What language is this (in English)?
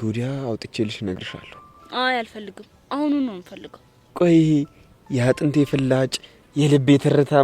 Amharic